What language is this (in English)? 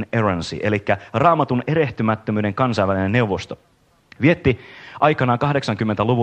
Finnish